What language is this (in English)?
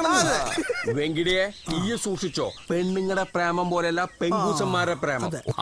Malayalam